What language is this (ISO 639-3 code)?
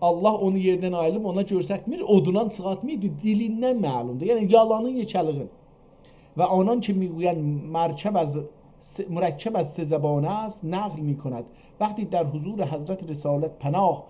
azb